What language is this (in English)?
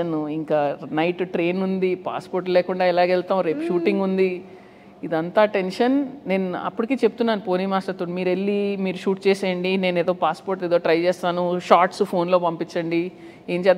Telugu